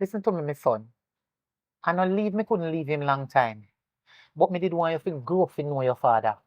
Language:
Jamaican Creole English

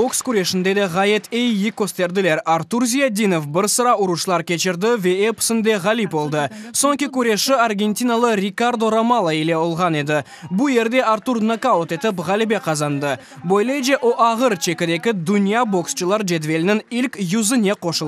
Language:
Crimean Tatar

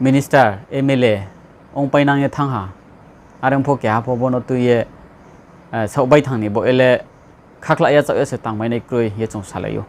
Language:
Riang (India)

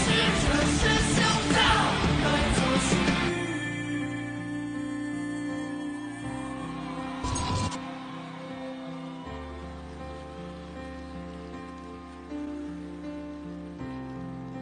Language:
Chinese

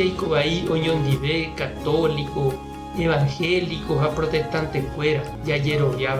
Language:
Guarani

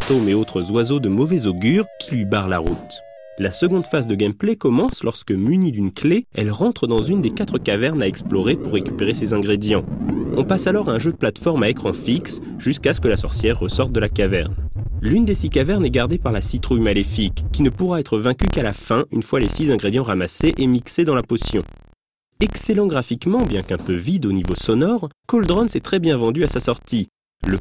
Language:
French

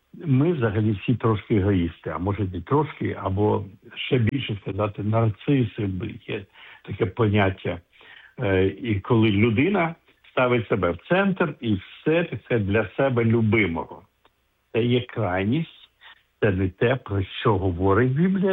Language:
Ukrainian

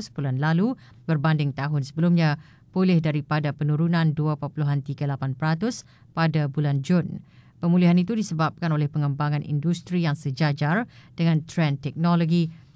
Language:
Malay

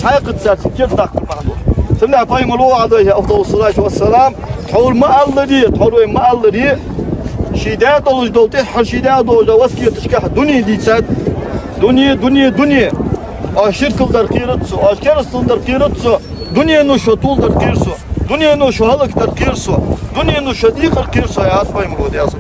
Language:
Ingush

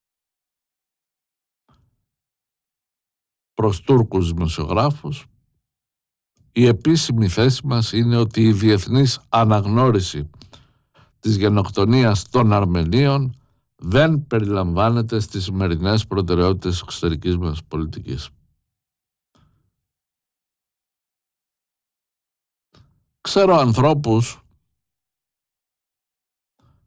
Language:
Greek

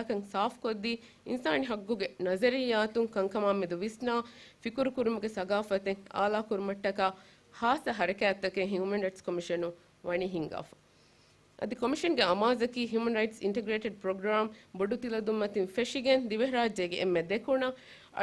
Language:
Divehi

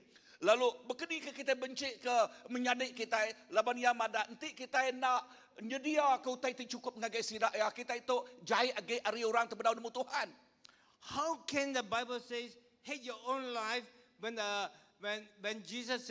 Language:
Iban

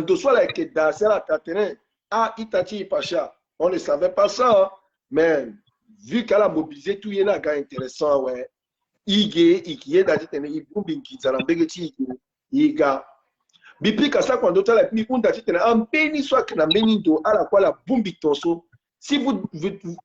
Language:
Sango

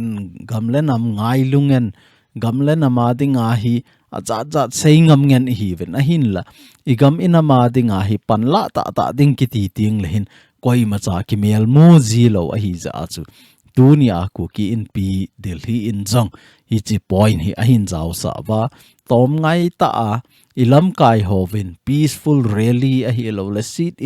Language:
Thado Chin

